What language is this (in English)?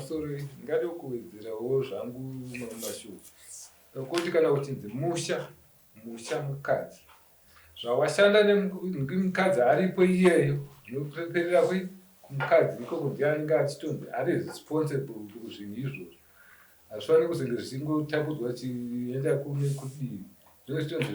Shona